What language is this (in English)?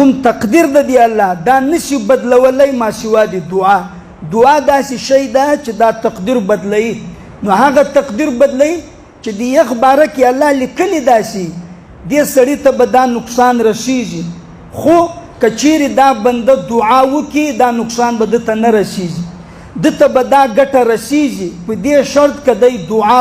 Pashto